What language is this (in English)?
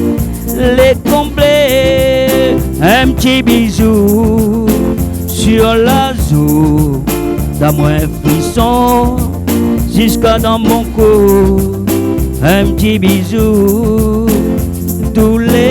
Réunion Creole French